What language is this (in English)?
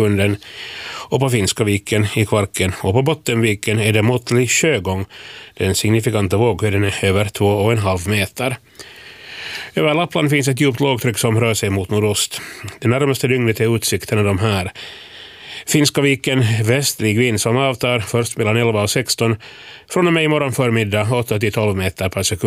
Swedish